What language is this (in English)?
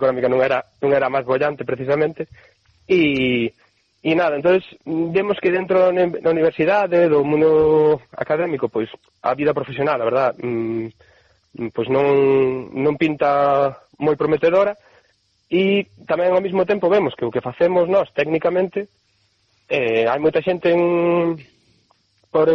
Galician